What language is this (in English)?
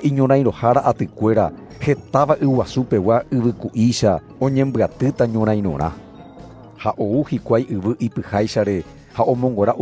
Guarani